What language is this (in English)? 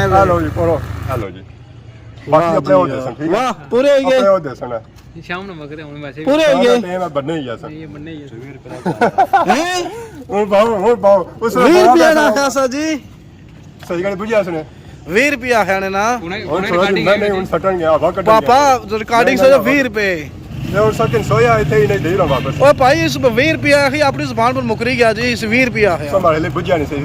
Pahari-Potwari